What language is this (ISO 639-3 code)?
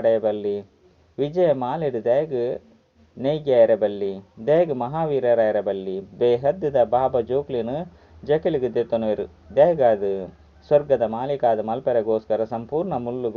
tcy